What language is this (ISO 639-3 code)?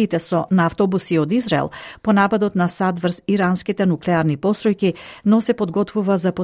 mkd